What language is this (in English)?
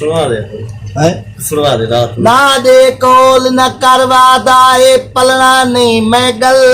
Saraiki